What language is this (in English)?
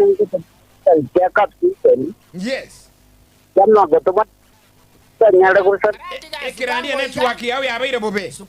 Gusii